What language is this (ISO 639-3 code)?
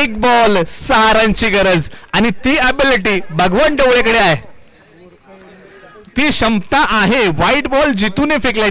mar